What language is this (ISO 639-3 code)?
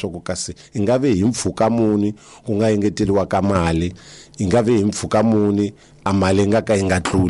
tso